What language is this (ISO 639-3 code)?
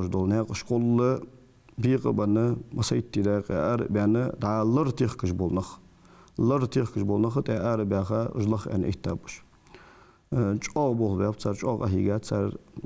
inh